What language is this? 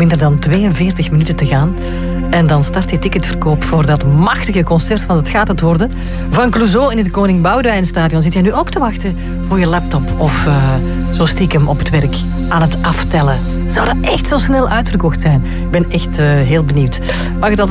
Dutch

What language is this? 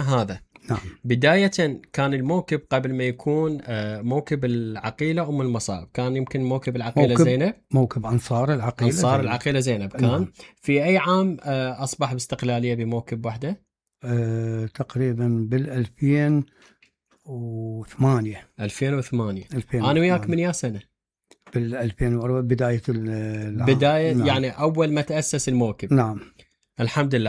Mesopotamian Arabic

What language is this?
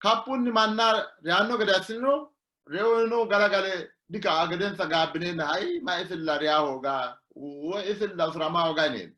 Sidamo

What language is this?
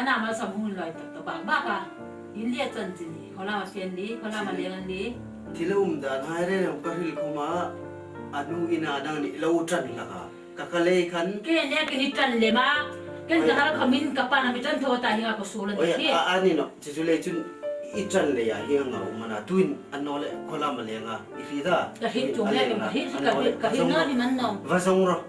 Hmar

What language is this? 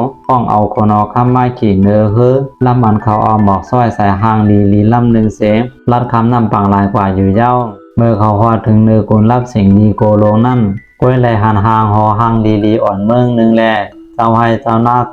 Shan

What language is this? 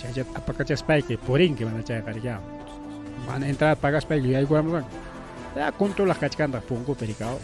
Ayacucho Quechua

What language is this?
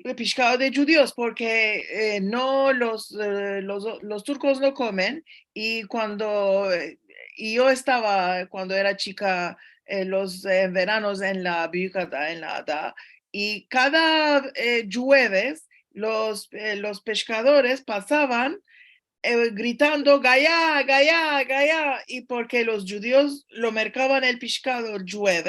Ladino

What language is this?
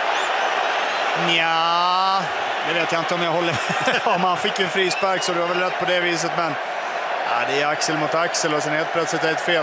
Swedish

